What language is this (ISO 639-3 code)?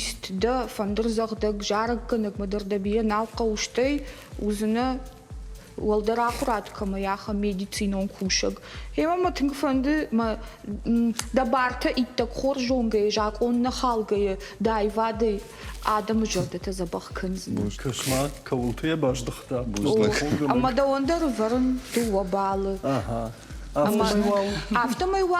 oss